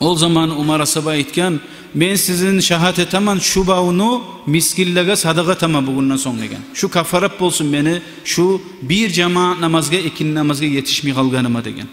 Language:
Kumyk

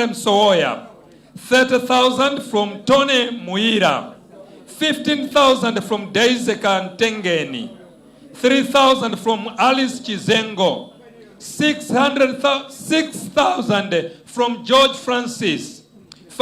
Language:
Nyanja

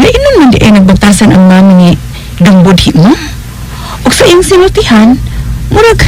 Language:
Cebuano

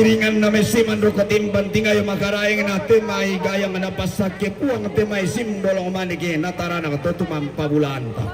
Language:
Toraja-Sa'dan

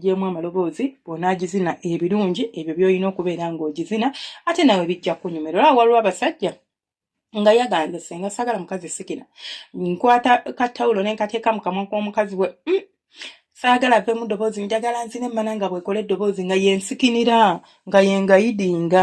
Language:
Ganda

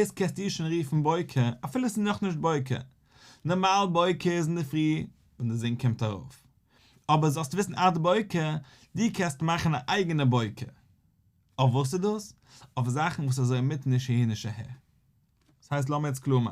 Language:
Yiddish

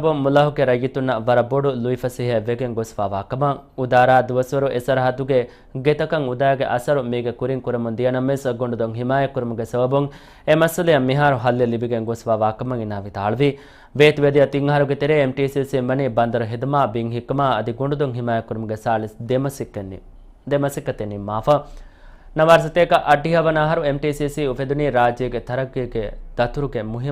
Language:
Divehi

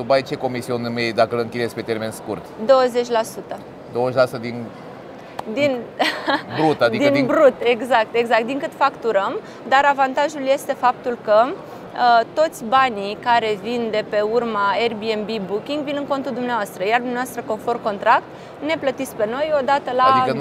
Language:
Romanian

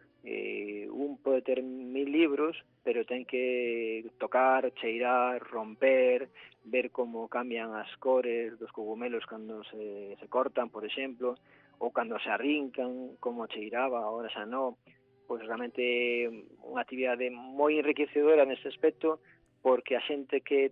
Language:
Galician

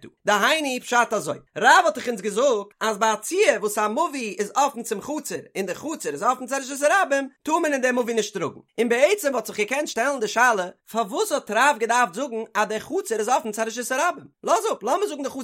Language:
Yiddish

